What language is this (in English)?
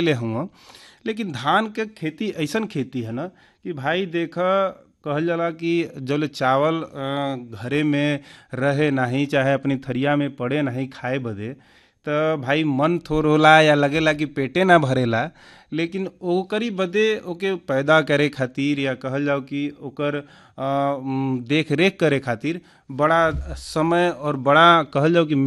Bhojpuri